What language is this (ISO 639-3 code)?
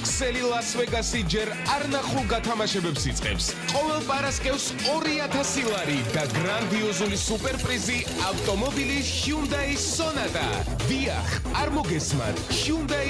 kat